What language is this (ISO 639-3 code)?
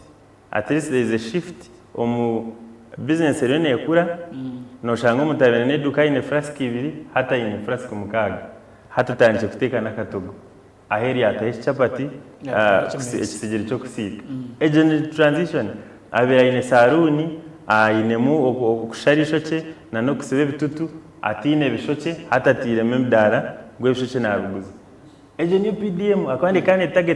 nyn